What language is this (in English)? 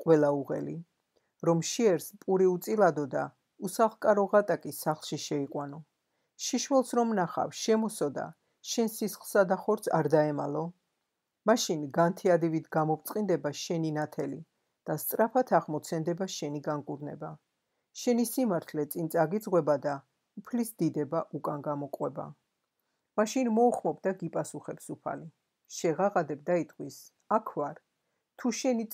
Georgian